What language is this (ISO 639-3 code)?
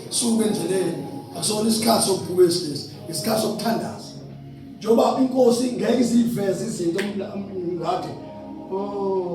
zul